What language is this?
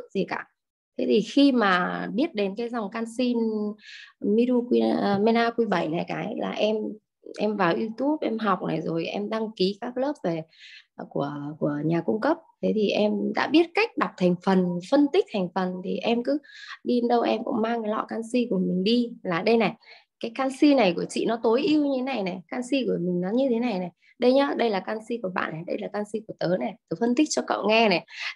Vietnamese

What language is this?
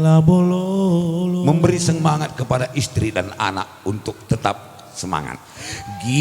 Batak Karo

